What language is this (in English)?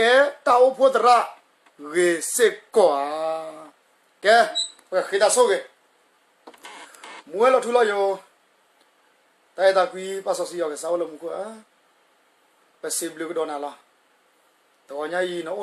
S'gaw Karen